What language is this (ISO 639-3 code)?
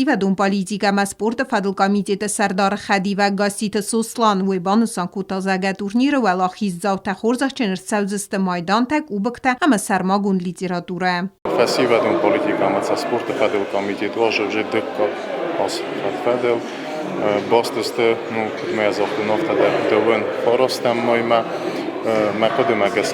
oss